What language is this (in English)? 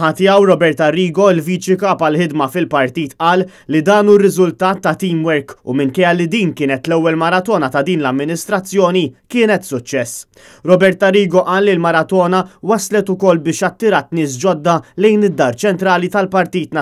Maltese